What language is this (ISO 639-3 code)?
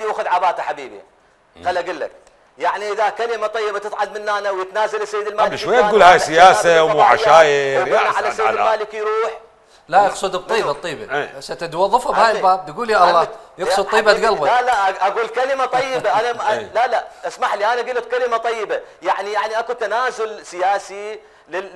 acm